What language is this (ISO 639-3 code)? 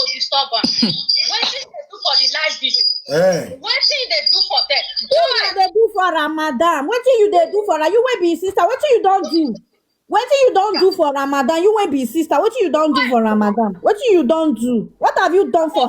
pcm